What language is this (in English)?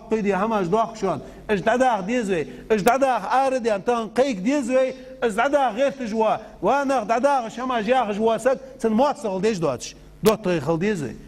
Ingush